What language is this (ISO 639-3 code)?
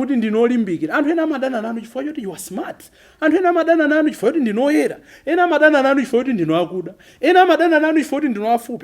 nya